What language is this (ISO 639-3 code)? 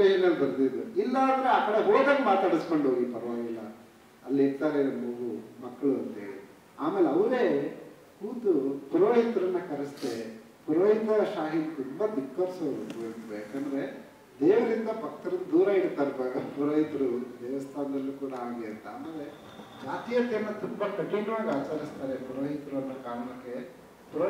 kan